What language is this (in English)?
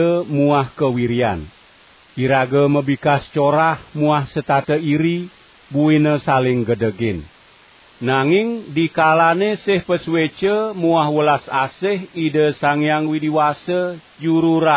Balinese